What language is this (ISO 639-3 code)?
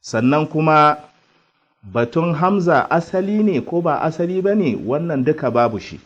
hau